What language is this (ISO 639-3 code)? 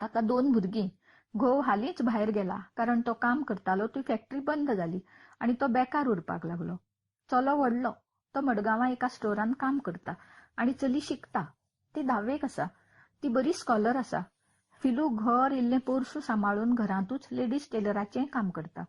kok